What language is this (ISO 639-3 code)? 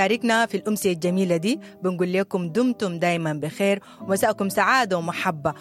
apd